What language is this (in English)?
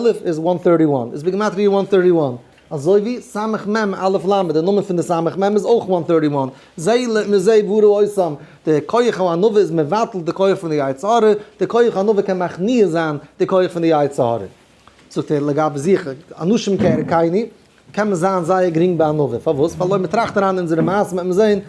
Yiddish